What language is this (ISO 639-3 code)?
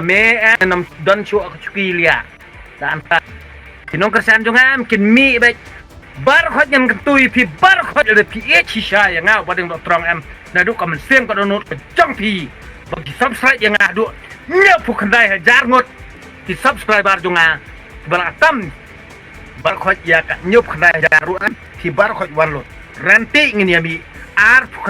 kha